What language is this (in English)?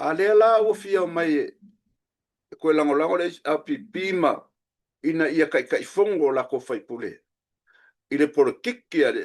Samoan